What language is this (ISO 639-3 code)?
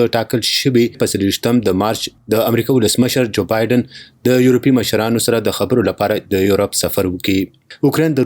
pus